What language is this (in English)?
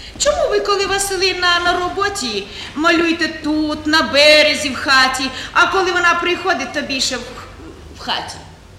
Ukrainian